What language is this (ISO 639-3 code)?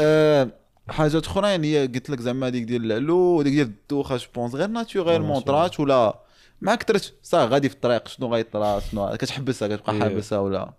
ary